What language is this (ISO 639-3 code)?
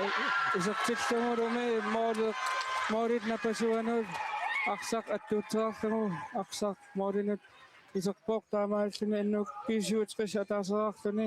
kal